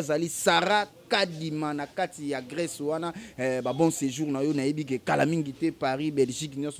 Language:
Lingala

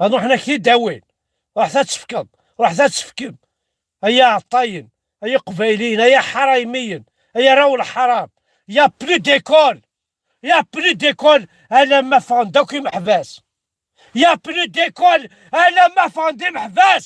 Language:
Kabyle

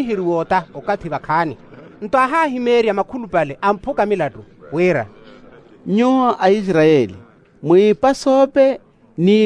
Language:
Makhuwa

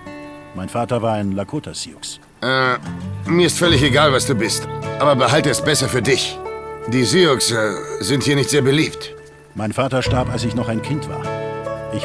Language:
Bavarian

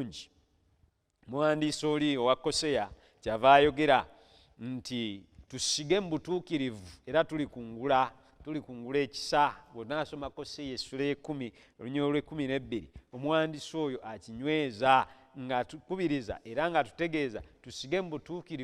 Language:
Ganda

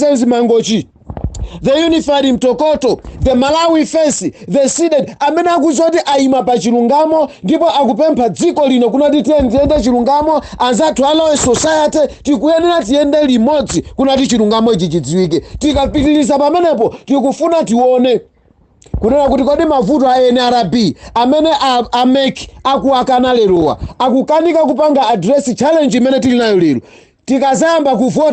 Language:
Nyanja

